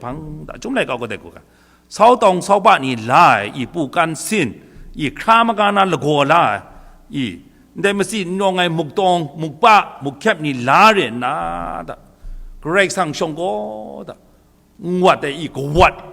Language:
Kachin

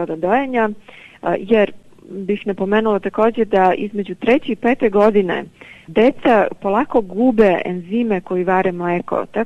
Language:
Serbian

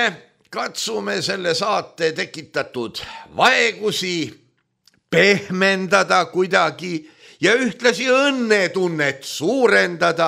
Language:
Estonian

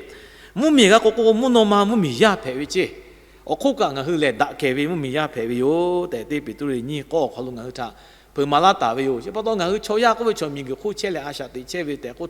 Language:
Lahu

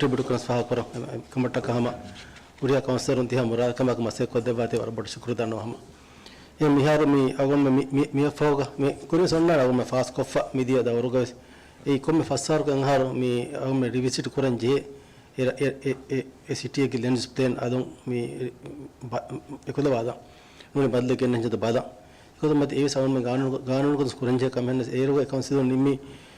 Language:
Divehi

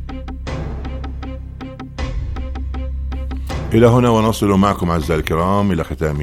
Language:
Arabic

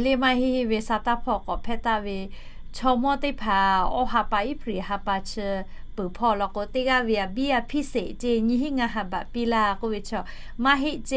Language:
Lahu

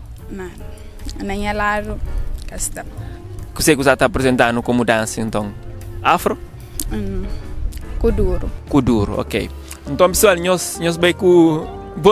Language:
Kabuverdianu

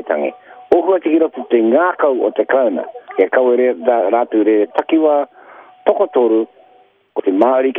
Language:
Māori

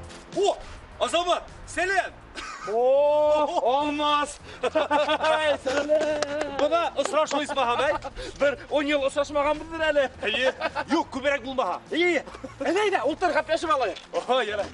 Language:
Bashkir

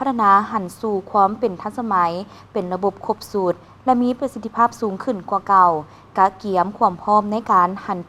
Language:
Lao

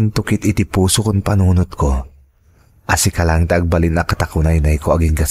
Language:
Iloko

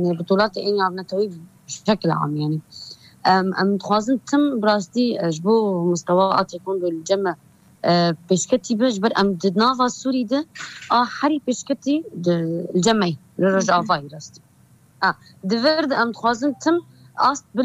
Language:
Kurdish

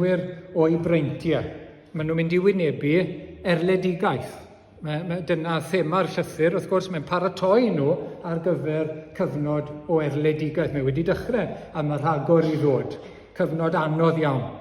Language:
Welsh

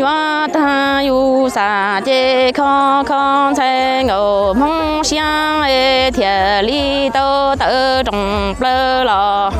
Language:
Hmong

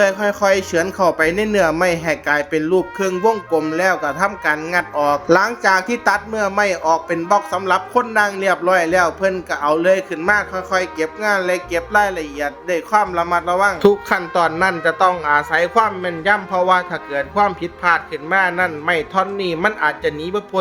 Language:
Lao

